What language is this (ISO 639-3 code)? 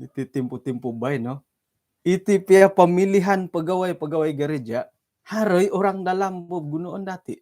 dtp